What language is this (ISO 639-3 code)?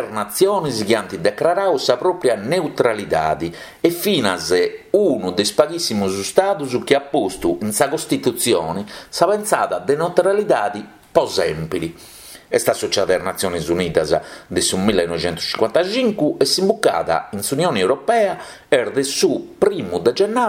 srd